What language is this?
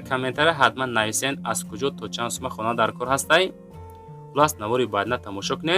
Tajik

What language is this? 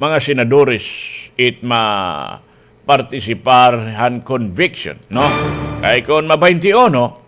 Waray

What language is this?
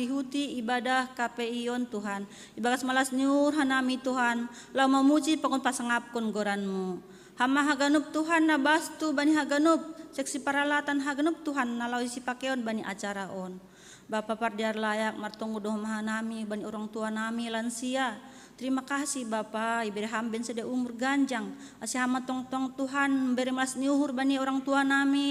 Batak Simalungun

